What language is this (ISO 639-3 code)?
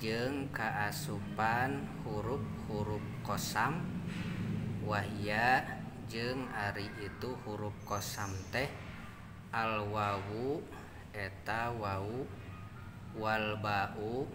sun